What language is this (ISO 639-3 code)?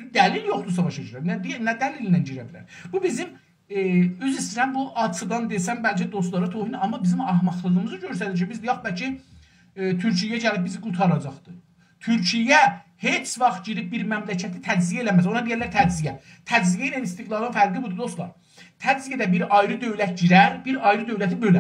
azb